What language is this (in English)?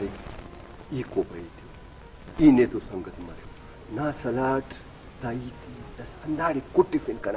Brahui